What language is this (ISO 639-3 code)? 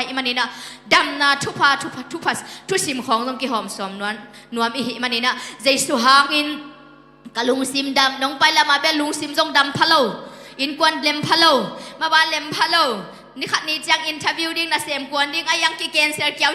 ctd